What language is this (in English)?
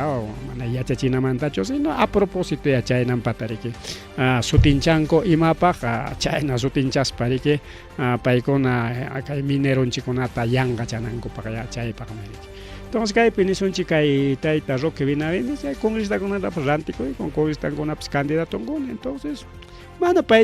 Ayacucho Quechua